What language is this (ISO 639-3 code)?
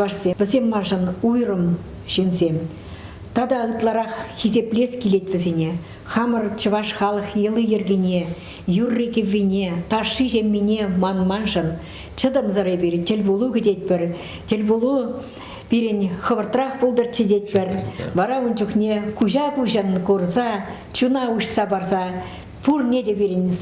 chv